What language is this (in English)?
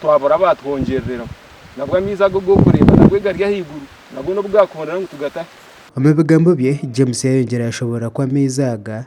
Nyankole